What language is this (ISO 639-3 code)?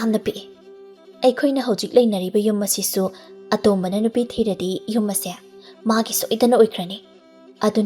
mni